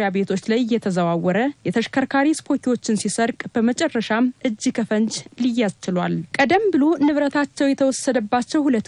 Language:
Amharic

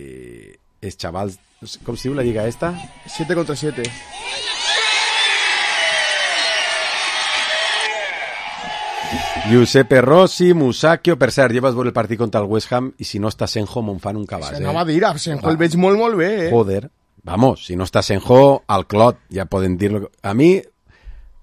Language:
Catalan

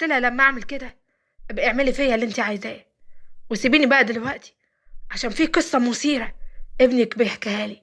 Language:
Egyptian Arabic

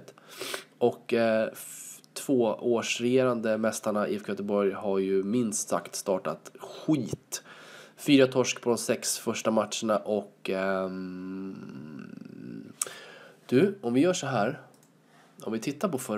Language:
Swedish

